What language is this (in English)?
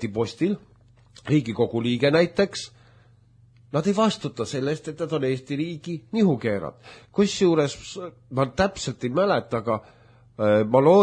Estonian